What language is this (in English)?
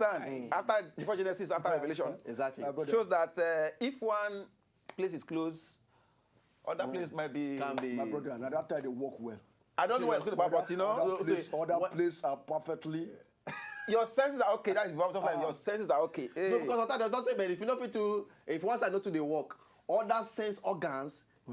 Nigerian Pidgin